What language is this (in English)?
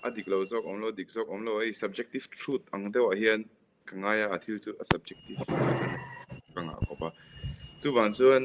Mizo